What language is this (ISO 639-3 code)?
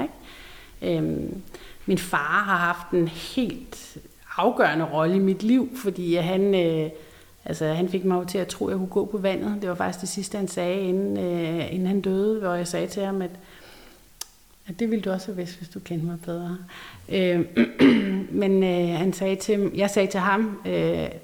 dan